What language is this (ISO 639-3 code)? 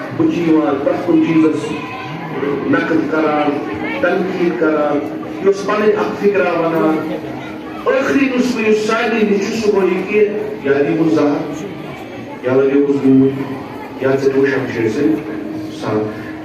kas